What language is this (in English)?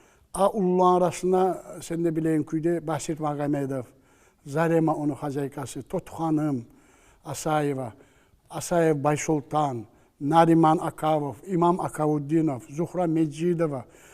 Kumyk